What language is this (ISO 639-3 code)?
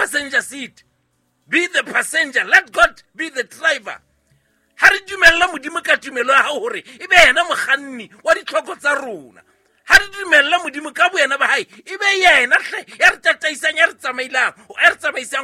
sot